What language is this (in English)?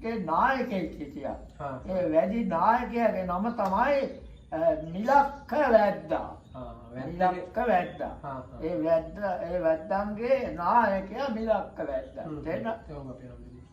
Sinhala